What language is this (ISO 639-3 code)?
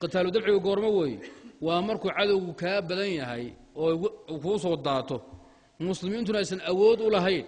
som